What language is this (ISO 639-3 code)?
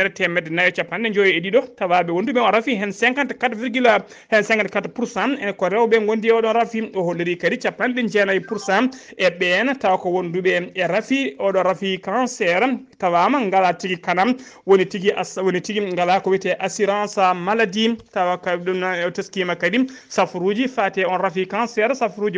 ful